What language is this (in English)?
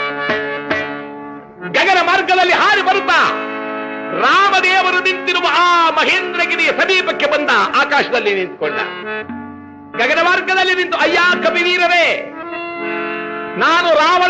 Kannada